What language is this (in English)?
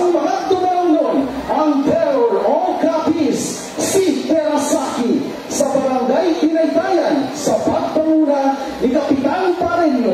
Hiligaynon